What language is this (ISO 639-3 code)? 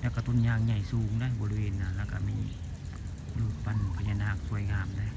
tts